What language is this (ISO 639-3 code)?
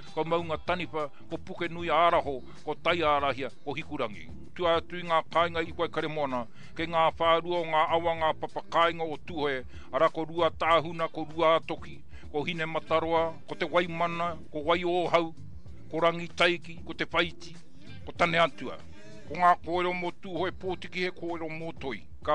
mri